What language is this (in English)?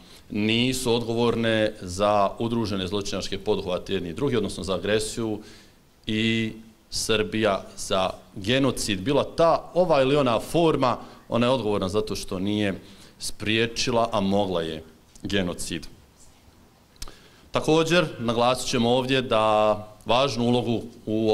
Bosnian